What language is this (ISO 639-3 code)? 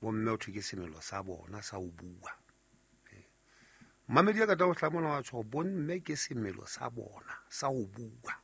sot